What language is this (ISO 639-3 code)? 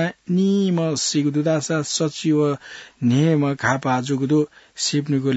new